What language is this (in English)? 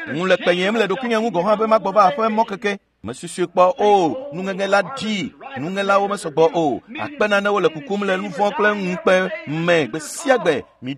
Ewe